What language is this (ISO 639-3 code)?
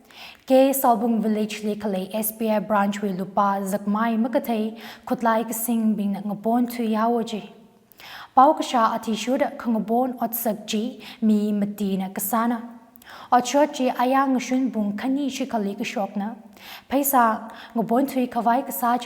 nmf